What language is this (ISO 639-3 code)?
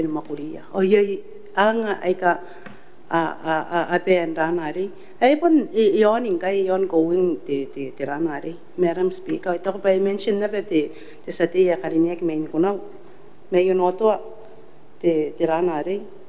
gil